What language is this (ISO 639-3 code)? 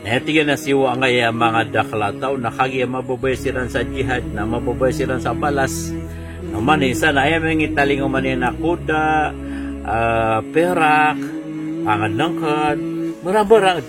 mrw